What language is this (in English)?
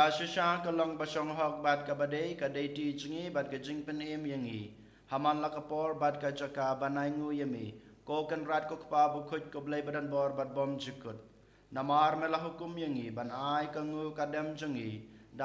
Khasi